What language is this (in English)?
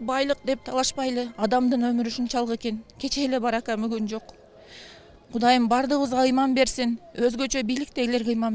Kyrgyz